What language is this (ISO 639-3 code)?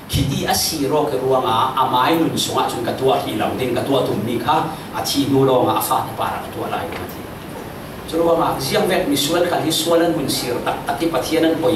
cfm